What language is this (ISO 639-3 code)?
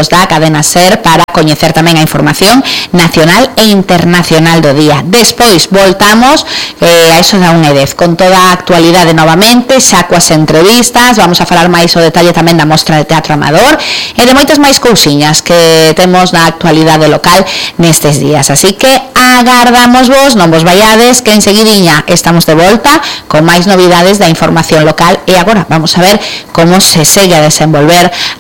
glg